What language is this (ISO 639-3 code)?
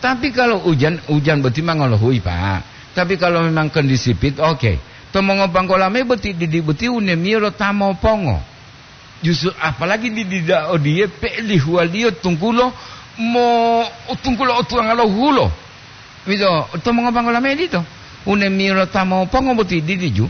gor